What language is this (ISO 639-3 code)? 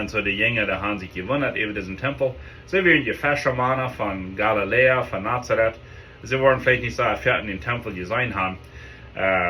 pdt